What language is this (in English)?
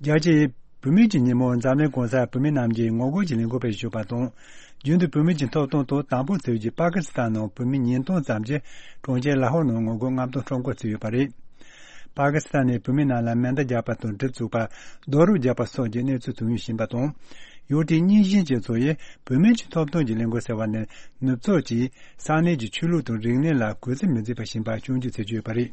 Tibetan